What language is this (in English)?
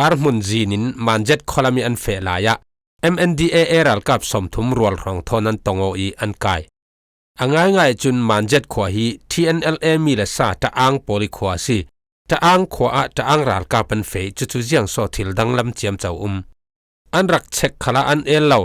Falam Chin